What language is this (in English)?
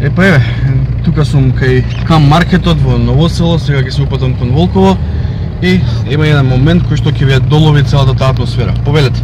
Macedonian